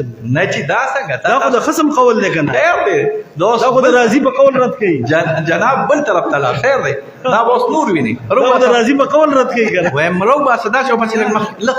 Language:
Pashto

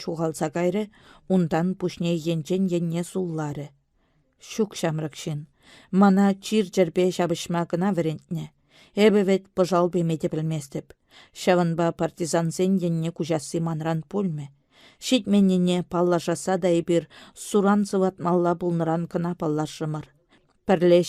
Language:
Chuvash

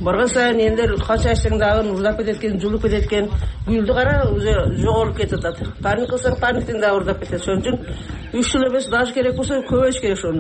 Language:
Kyrgyz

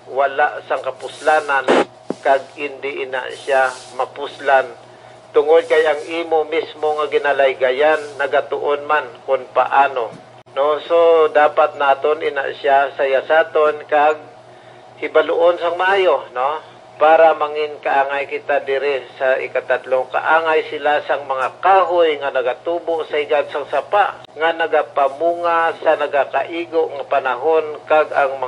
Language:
Hiligaynon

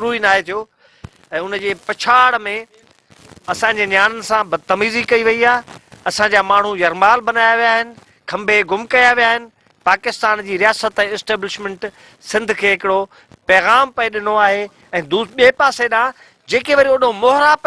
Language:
Sindhi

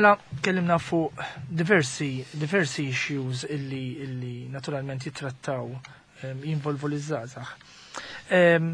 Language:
Maltese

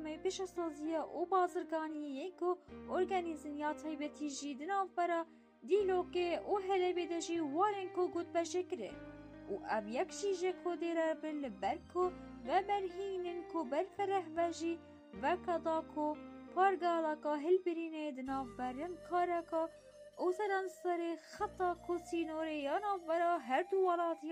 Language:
Kurdish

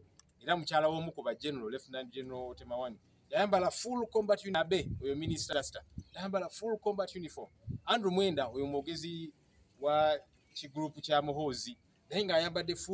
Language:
Ganda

